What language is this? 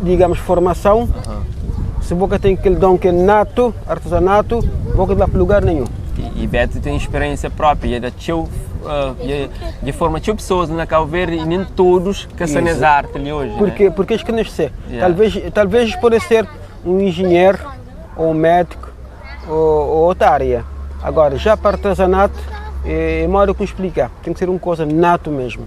Kabuverdianu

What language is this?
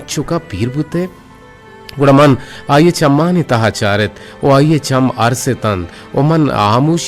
Eastern Balochi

